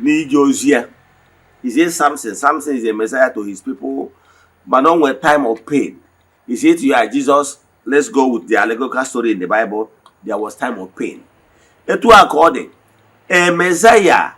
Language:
Igbo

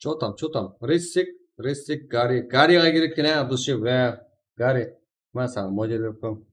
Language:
Kara-Kalpak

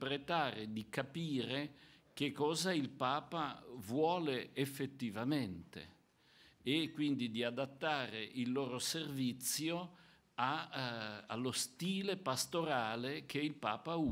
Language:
Italian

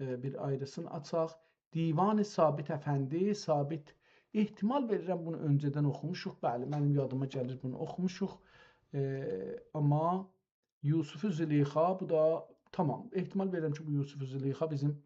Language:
South Azerbaijani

